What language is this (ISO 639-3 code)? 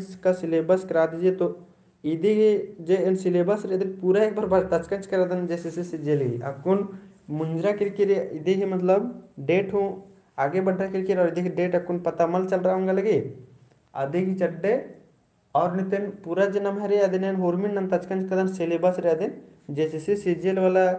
kru